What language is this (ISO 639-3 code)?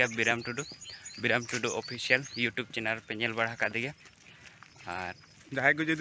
sat